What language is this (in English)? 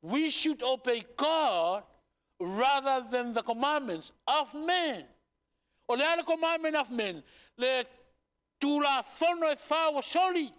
Samoan